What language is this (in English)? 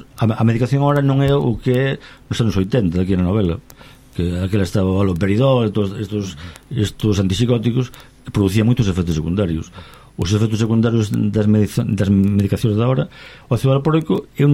Galician